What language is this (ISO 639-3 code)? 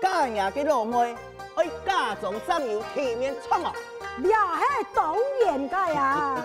hak